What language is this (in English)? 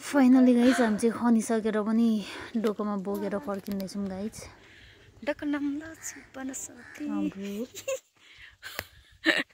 Nepali